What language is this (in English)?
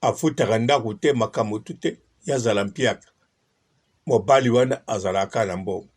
Lingala